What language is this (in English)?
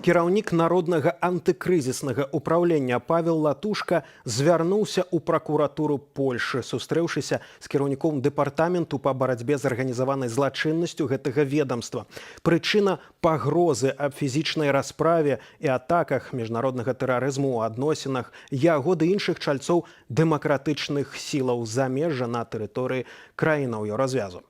Belarusian